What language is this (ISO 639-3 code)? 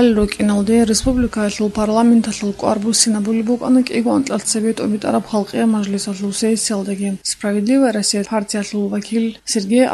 ava